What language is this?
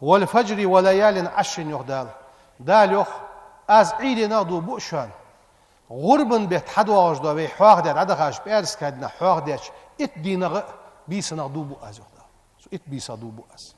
Ingush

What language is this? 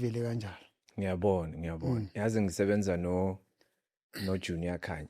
Zulu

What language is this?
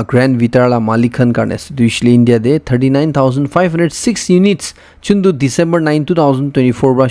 Naga Pidgin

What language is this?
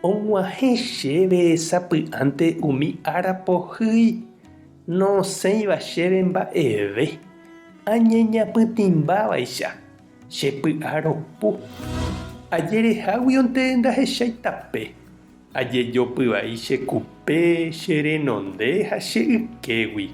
Guarani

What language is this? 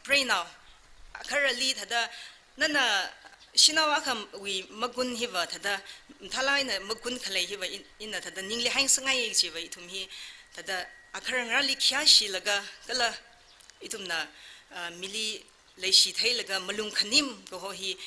Tangkhul Naga (India)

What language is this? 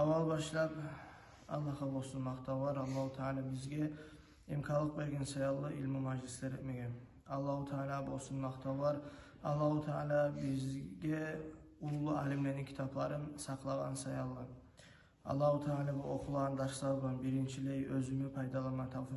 Kumyk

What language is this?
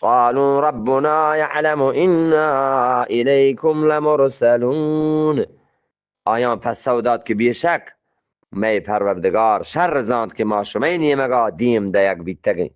Eastern Balochi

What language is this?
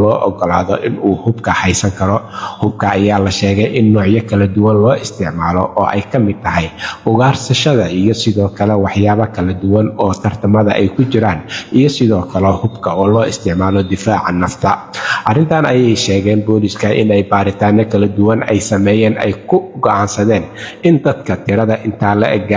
Somali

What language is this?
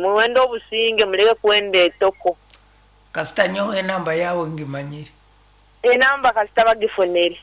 Nyankole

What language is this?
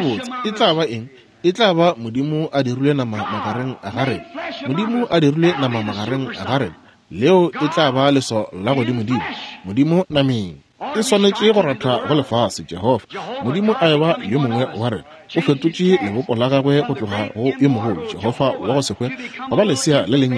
Northern Sotho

